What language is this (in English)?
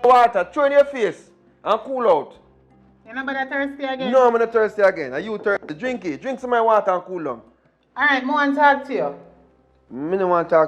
Jamaican Creole English